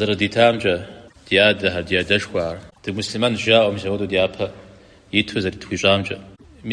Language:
Kabardian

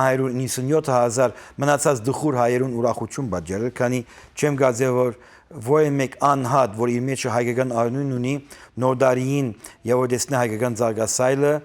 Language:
Western Armenian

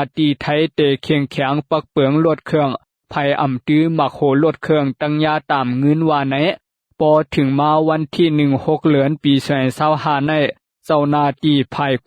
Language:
Shan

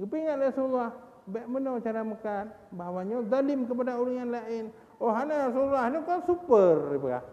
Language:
Achinese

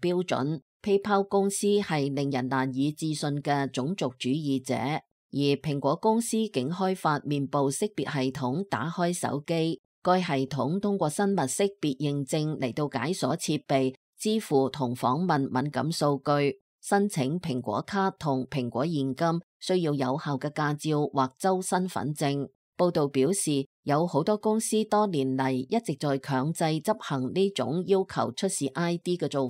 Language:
Cantonese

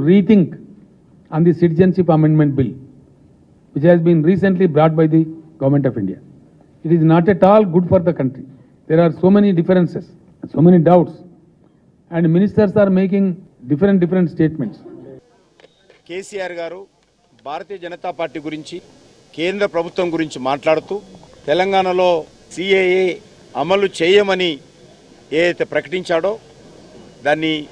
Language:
Telugu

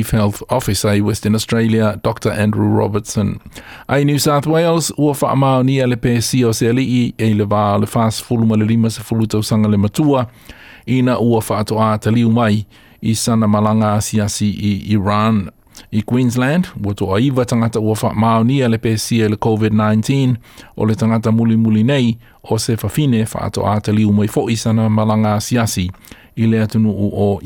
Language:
Samoan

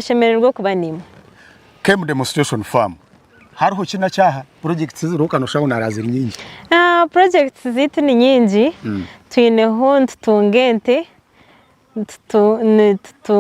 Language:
Nyankole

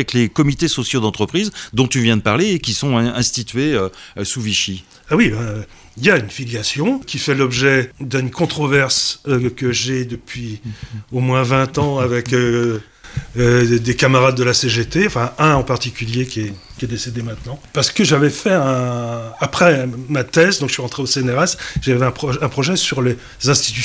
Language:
French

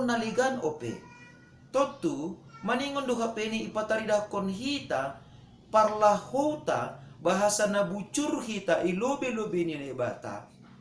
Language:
Batak Simalungun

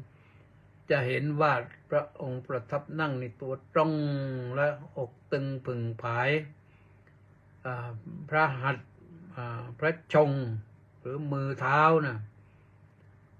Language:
Thai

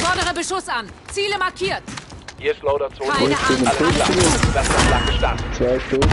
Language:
Swiss German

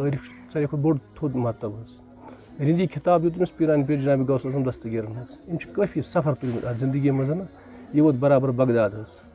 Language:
Kashmiri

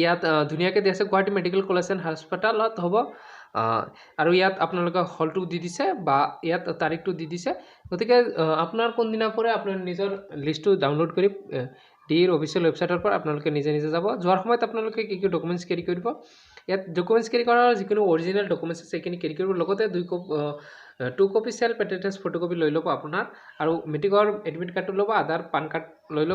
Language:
Assamese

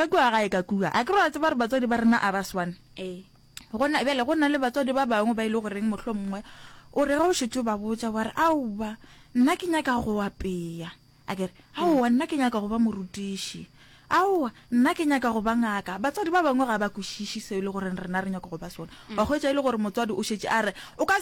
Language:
Northern Sotho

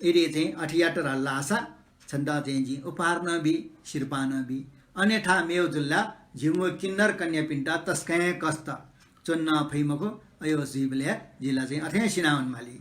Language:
Newari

